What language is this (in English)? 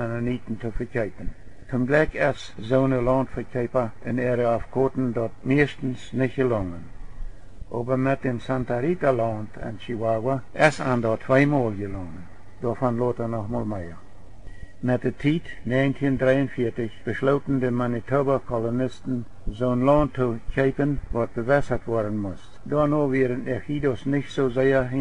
Plautdietsch